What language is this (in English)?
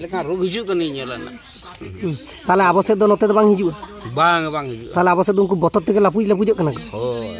Santali